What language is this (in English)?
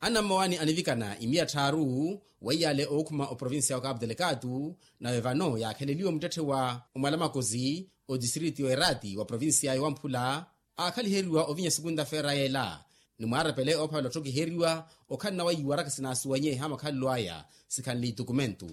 Makhuwa